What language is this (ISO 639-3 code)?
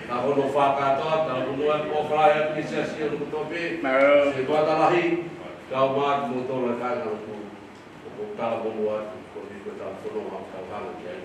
ton